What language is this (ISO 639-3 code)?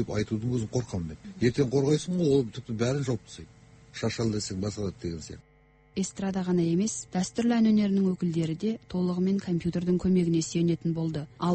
kaz